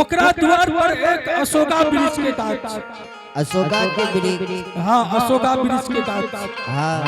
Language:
Angika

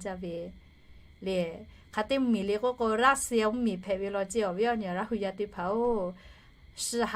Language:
Lahu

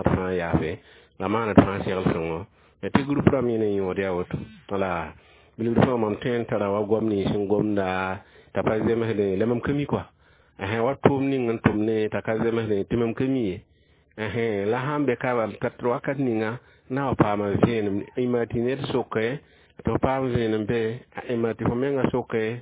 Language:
Mossi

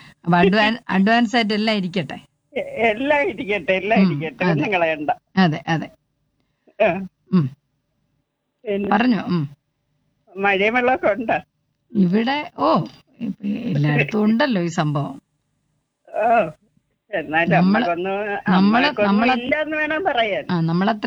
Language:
Malayalam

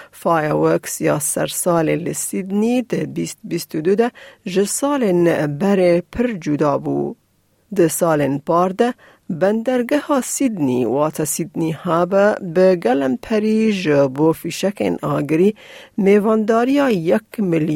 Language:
Kurdish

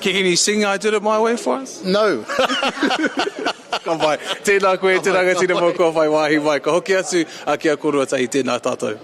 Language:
Māori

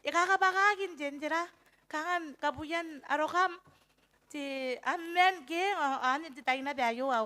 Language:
Gilbertese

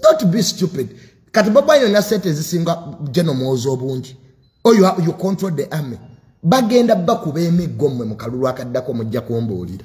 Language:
Ganda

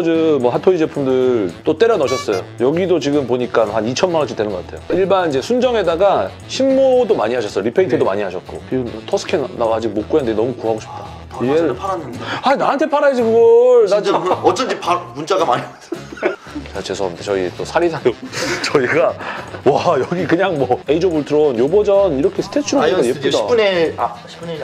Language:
Korean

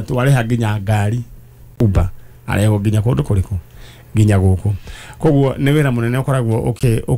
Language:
Kikuyu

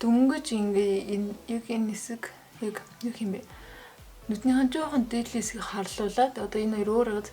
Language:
Mongolian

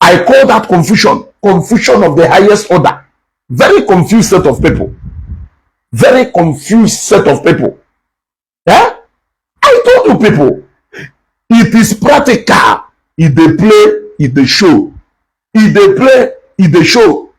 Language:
Igbo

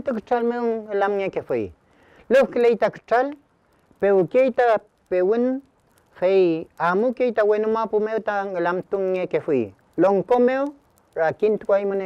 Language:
Mapuche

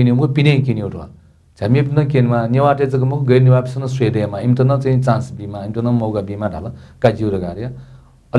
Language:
Newari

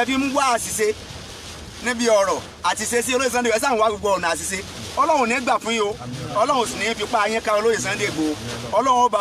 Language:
Yoruba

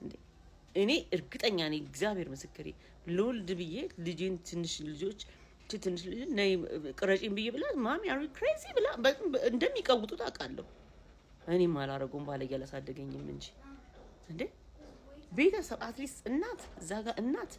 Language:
Amharic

